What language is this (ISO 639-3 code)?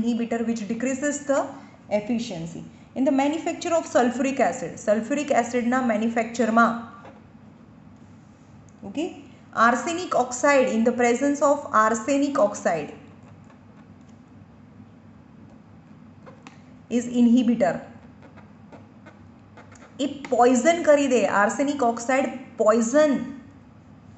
guj